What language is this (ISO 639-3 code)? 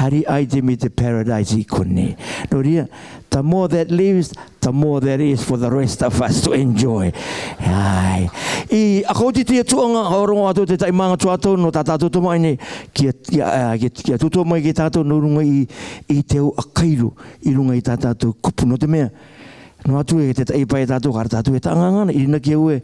rar